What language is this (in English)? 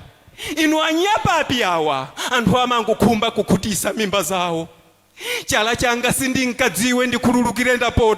Nyanja